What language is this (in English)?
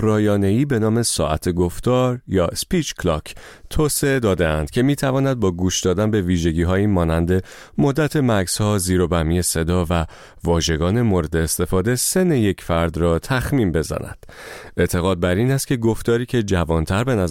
Persian